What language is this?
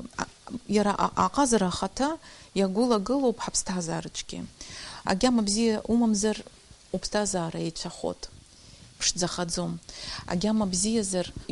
Abkhazian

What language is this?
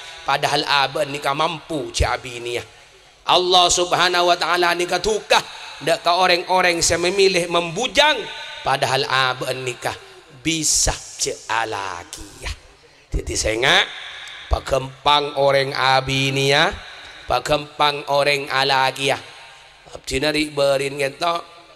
Madurese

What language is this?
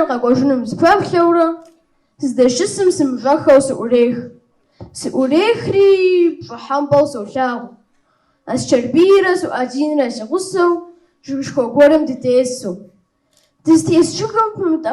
Kabardian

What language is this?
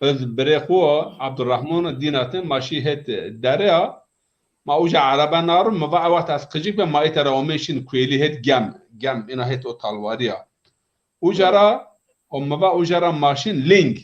Zaza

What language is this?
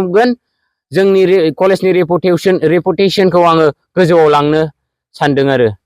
Bodo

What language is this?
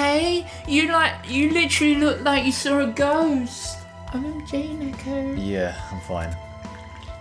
English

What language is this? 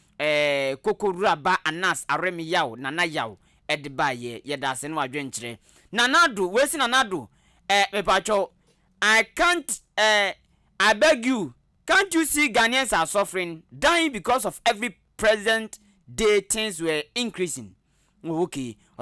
Akan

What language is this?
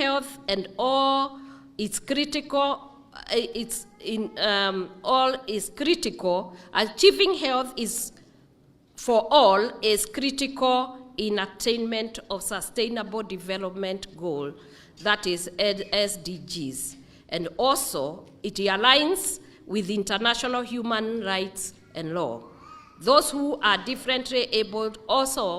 Kikuyu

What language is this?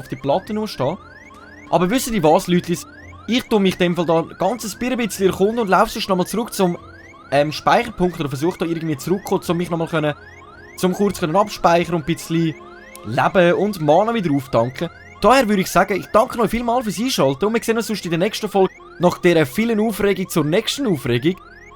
Swiss German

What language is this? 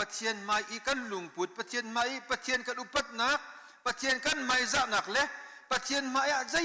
Hakha Chin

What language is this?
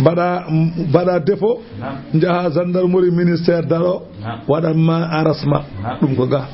Fula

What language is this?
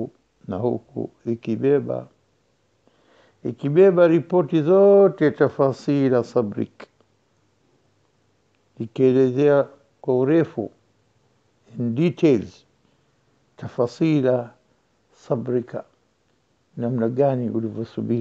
Swahili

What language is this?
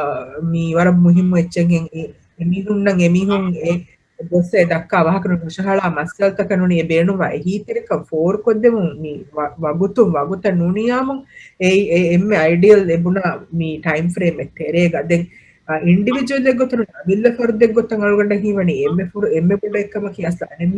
Divehi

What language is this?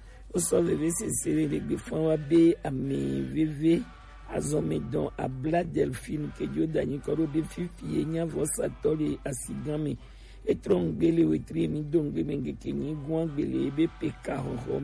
Gen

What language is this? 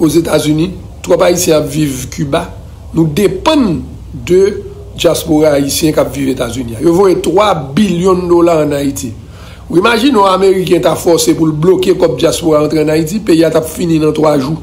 Haitian Creole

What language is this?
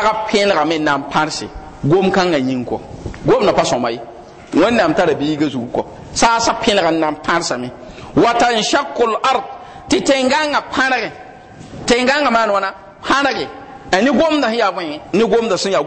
Mossi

